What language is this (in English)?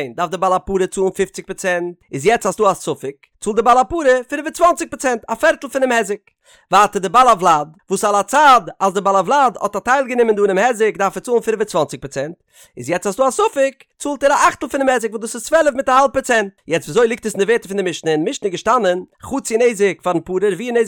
Yiddish